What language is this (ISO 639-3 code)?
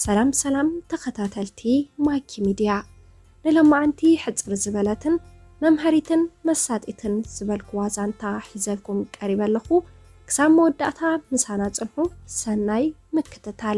tir